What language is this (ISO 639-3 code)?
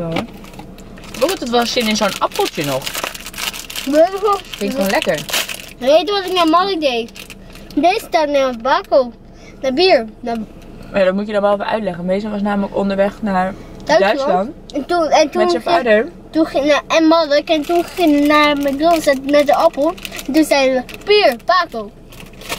nld